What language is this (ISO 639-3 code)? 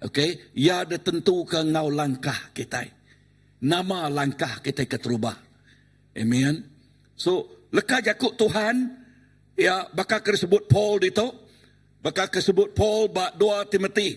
iba